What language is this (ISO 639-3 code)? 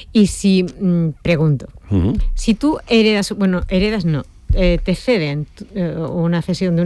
spa